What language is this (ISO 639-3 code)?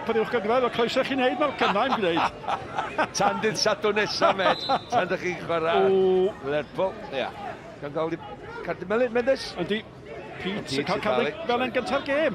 cym